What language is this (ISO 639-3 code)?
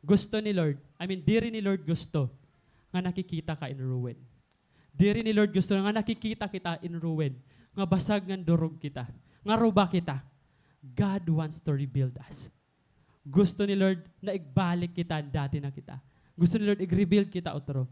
war